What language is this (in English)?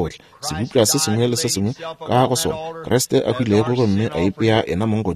Northern Sotho